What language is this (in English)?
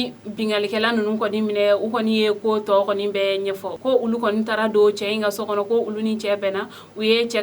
Bambara